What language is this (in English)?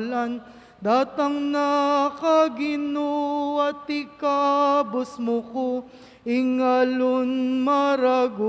Pampanga